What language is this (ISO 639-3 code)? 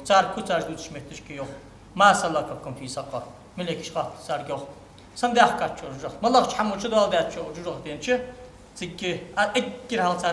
inh